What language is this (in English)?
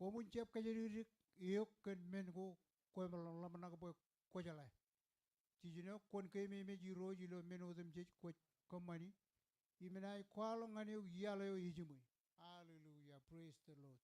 Marshallese